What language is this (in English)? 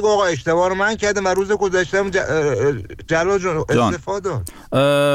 Persian